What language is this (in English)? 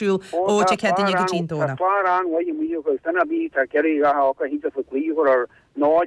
Irish